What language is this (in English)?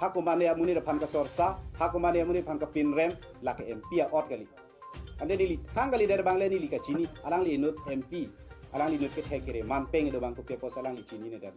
Karbi